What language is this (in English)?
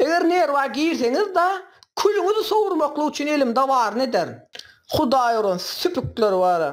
Turkmen